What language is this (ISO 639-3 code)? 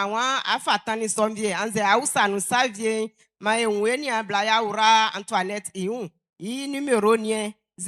bci